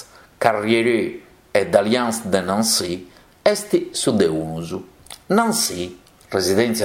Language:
Sardinian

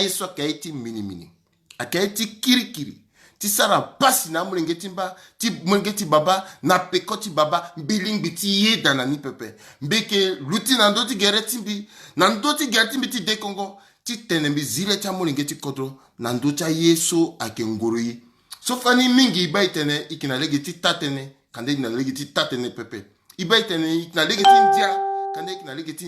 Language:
Sango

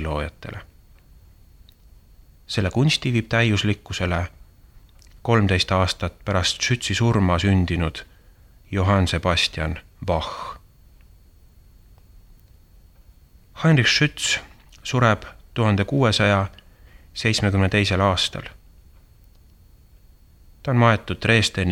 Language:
Estonian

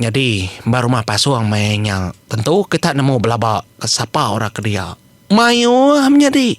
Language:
Iban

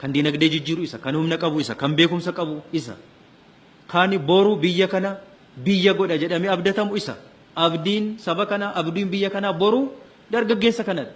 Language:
Oromo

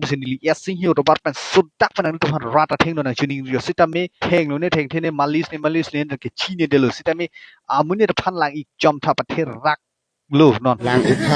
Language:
Karbi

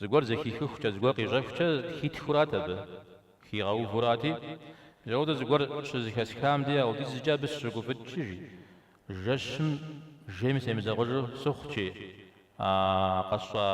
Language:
Kabardian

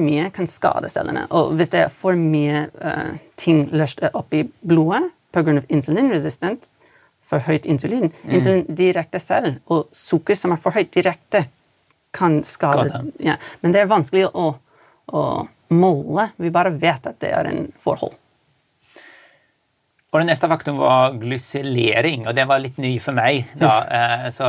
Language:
Norwegian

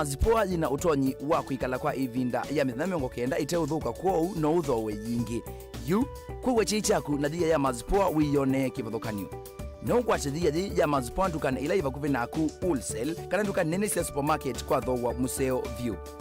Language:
Kamba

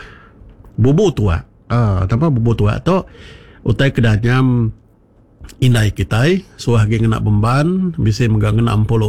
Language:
Iban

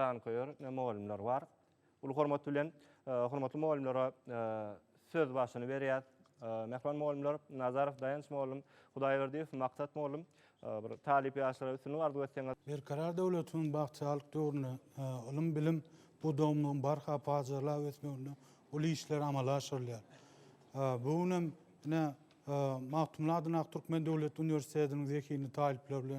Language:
Turkmen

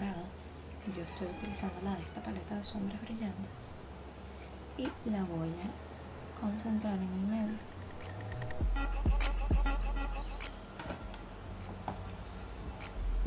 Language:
Spanish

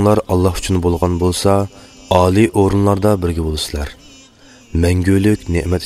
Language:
Uyghur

